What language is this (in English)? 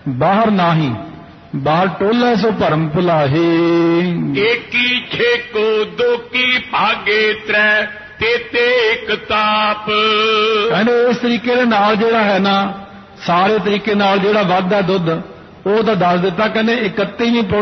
Punjabi